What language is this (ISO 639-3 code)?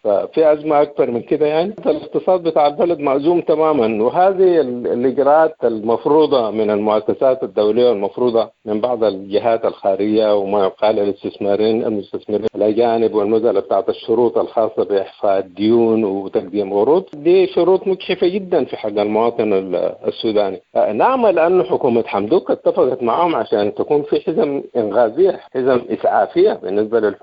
apd